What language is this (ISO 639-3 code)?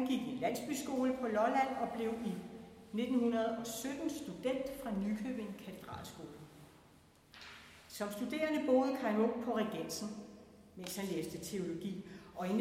dan